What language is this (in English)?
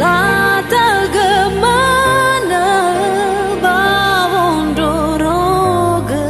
Nias